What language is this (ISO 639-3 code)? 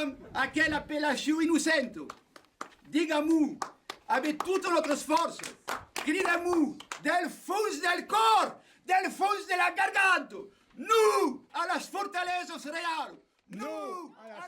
oci